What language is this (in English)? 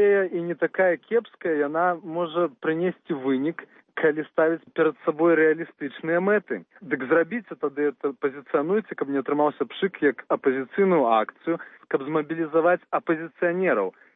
Belarusian